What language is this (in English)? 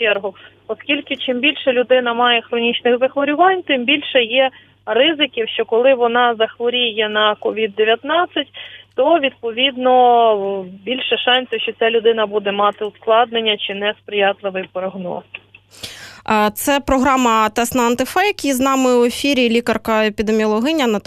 Ukrainian